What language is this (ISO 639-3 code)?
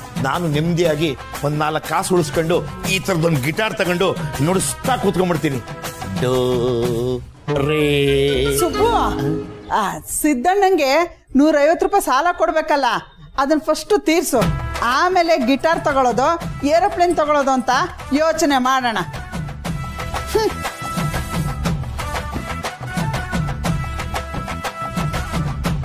kan